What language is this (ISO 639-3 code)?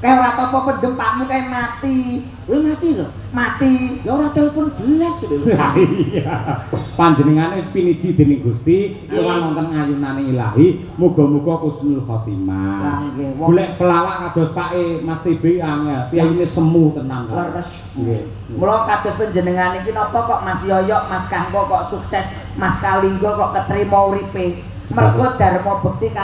jav